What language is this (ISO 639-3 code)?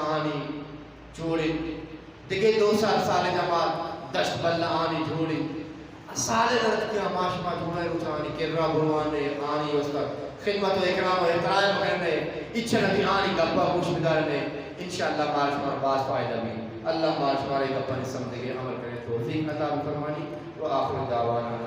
bgp